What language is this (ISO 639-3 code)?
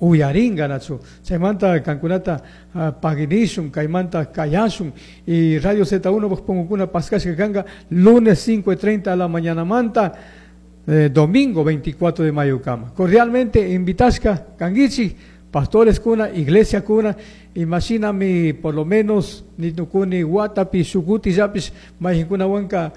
qug